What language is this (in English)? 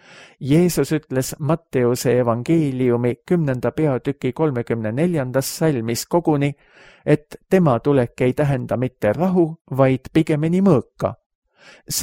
Estonian